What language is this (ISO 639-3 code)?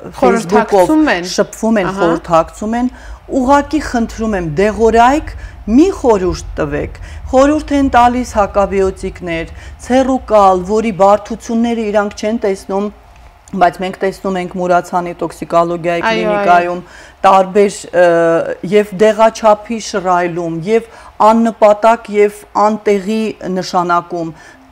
hye